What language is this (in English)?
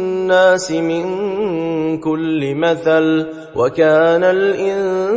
Arabic